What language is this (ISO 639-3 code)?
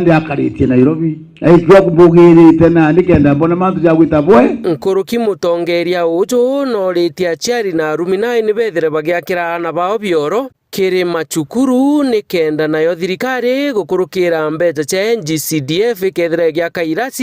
mer